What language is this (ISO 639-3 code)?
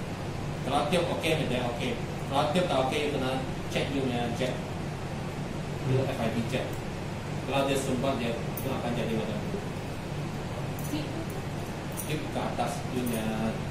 msa